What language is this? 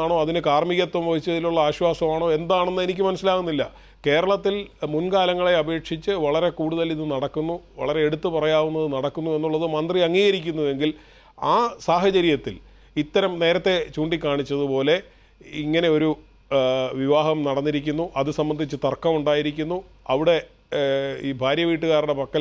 Malayalam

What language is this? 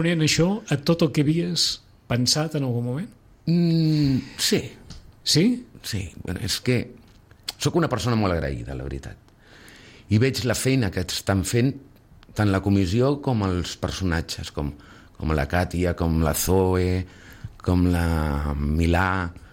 Catalan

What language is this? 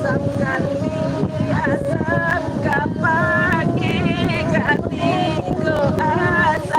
Minangkabau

